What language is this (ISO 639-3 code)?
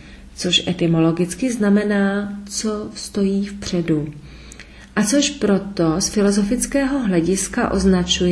ces